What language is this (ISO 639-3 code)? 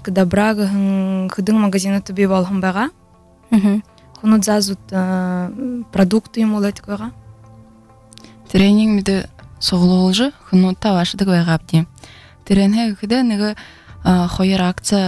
bua